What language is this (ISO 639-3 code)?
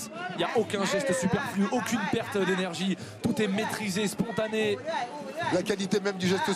fra